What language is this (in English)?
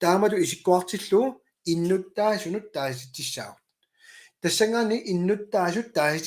Kalaallisut